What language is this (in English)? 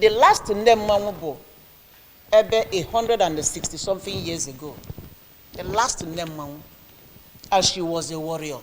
Igbo